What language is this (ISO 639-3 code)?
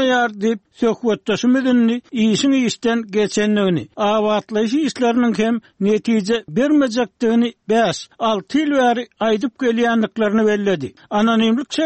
tuk